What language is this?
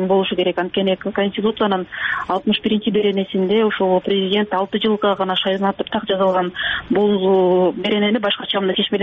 Kyrgyz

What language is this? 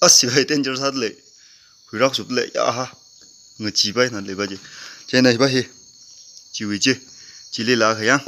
Tangkhul Naga (India)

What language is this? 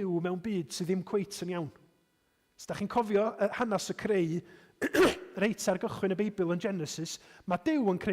Welsh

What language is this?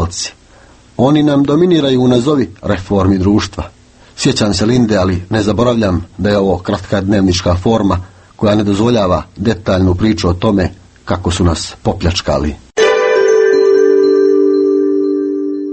Croatian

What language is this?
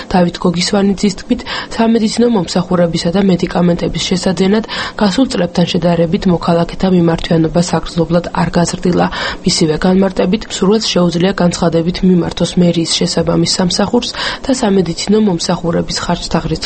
Georgian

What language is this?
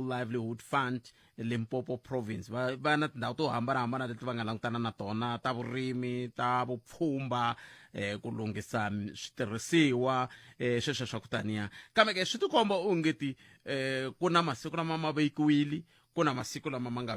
Tsonga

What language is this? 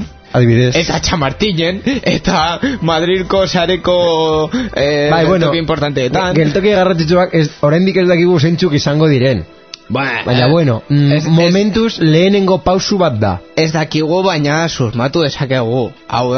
Basque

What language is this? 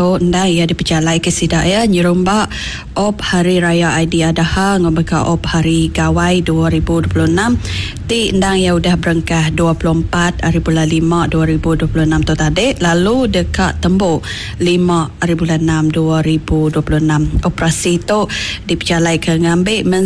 Iban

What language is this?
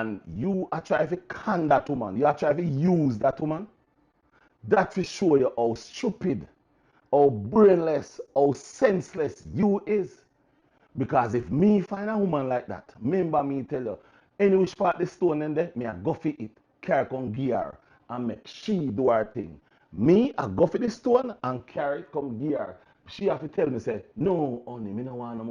Jamaican Creole English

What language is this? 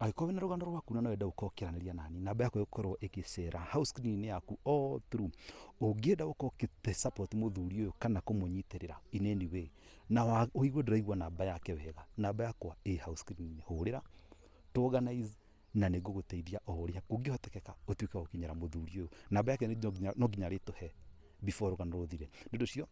Kikuyu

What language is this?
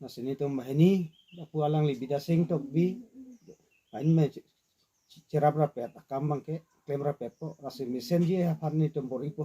Karbi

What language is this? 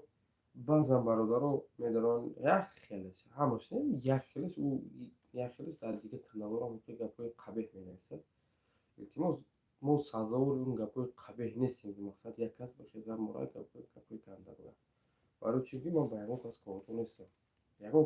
Tajik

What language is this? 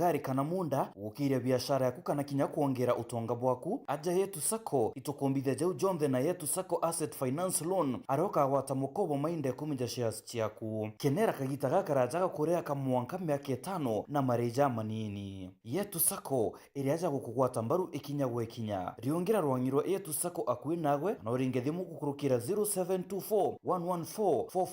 Meru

